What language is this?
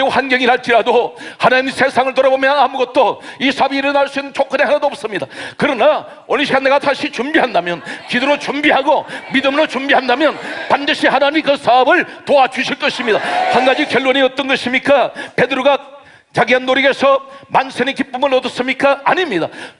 Korean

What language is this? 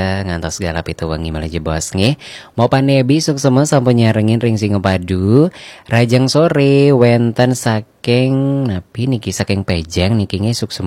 Balinese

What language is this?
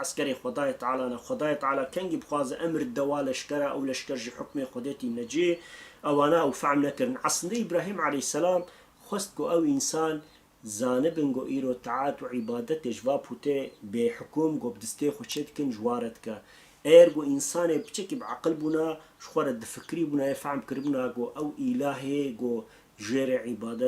Kurdish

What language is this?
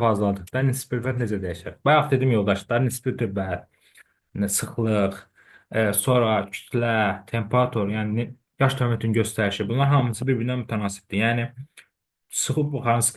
Azerbaijani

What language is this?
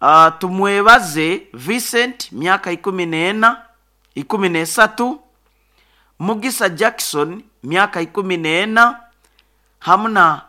Nyoro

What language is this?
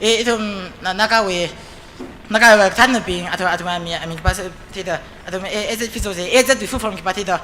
Tangkhul Naga (India)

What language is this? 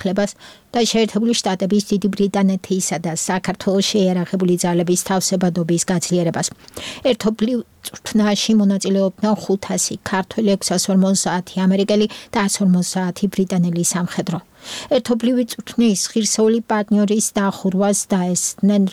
Georgian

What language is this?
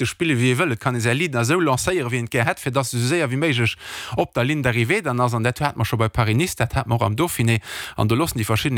Luxembourgish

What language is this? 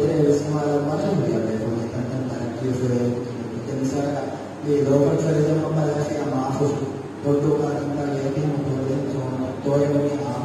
Divehi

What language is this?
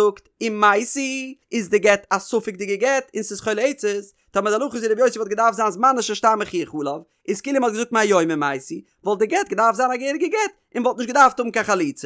Yiddish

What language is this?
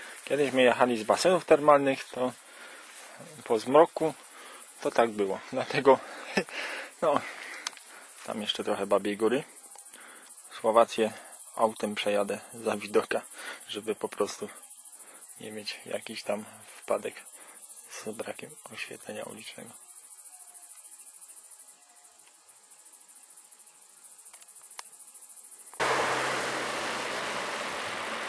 Polish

